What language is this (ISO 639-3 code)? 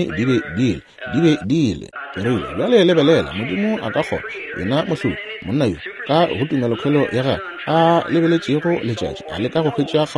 nso